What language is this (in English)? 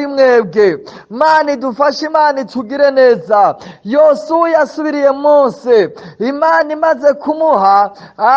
Rundi